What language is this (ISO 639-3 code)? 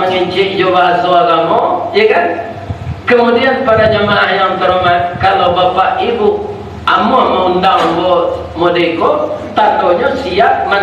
min